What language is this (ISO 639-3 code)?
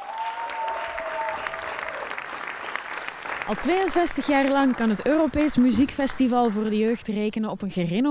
nld